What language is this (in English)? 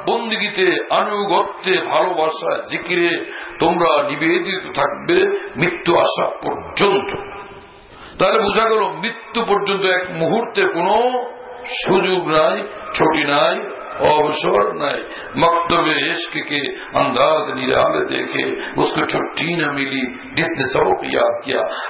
Bangla